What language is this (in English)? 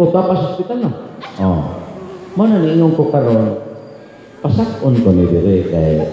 Cebuano